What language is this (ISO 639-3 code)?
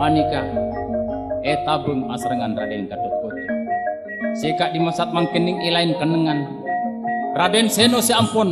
mad